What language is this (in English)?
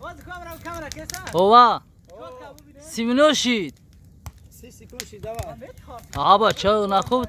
Tajik